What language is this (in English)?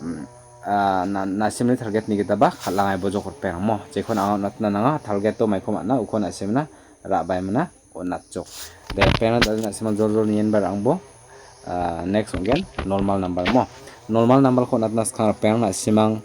Garo